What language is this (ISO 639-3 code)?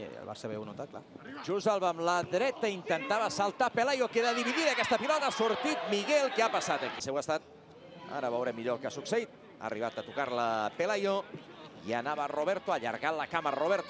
cat